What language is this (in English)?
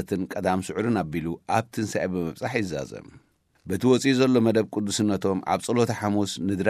Tigrinya